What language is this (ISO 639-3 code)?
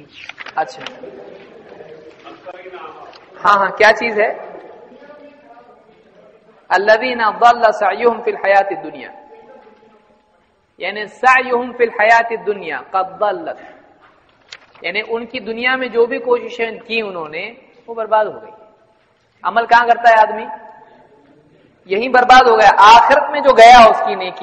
urd